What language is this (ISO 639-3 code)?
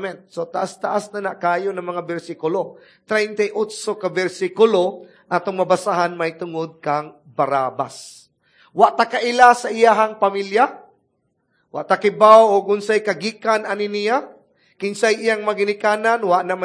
ceb